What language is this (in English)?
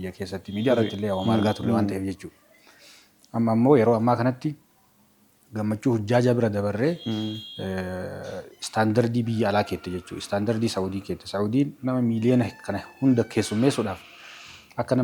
Oromo